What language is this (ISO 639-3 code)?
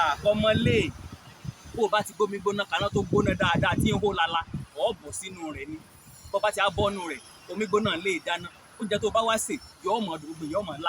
yor